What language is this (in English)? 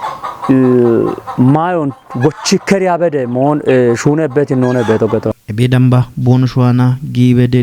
Kafa